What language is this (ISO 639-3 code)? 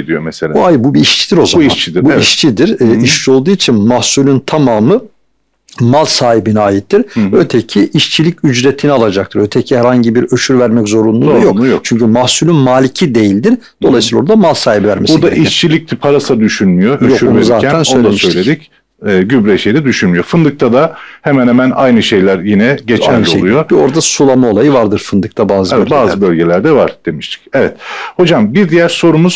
tur